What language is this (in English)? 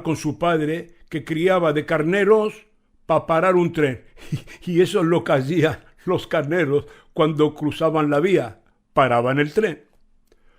Ladino